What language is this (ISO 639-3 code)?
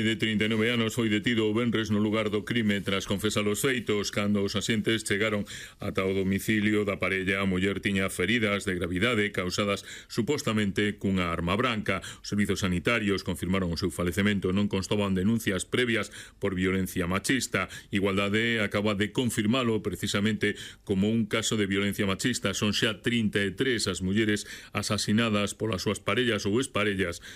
glg